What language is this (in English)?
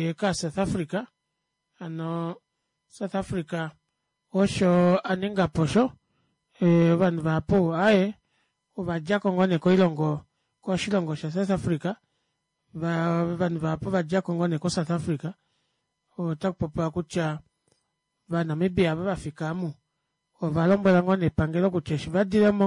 Kuanyama